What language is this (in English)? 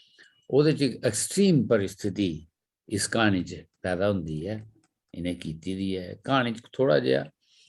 Dogri